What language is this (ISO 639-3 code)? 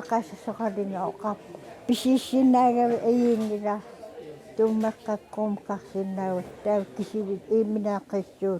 kal